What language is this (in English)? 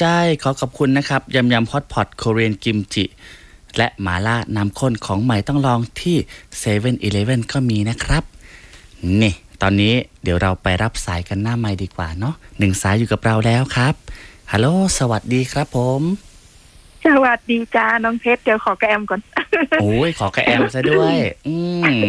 Thai